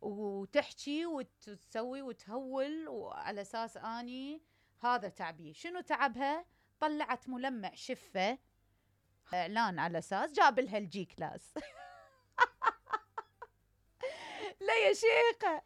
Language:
Mesopotamian Arabic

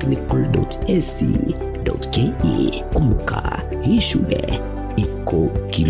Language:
Gusii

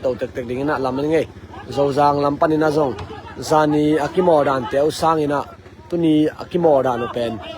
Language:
Tedim Chin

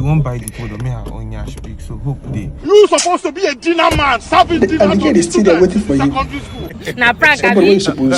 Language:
Nigerian Pidgin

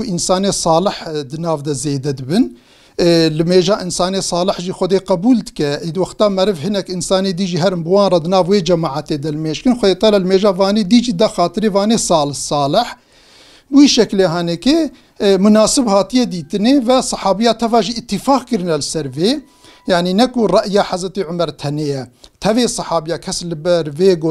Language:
Kurdish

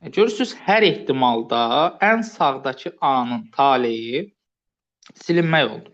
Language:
Azerbaijani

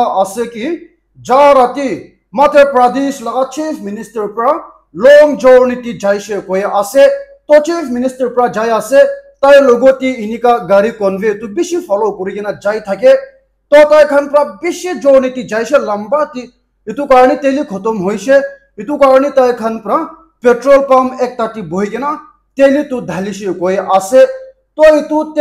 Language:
Naga Pidgin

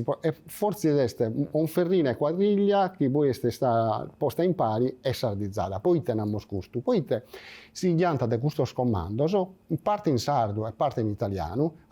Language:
Sardinian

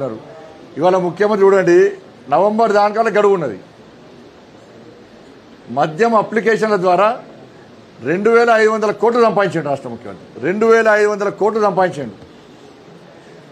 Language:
Telugu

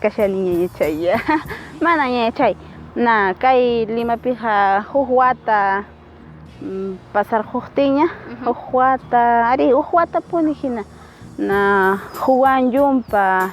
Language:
Quechua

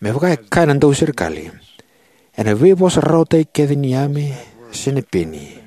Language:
Fijian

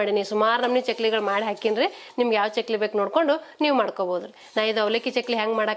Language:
Kannada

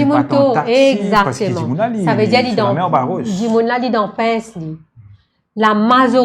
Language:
Morisyen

